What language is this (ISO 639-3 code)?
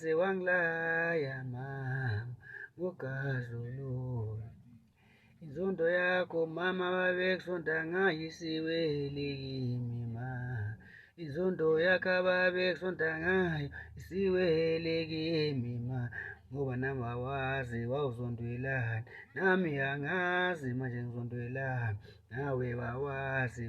zul